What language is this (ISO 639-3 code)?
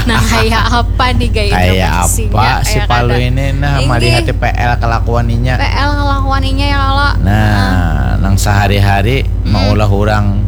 bjn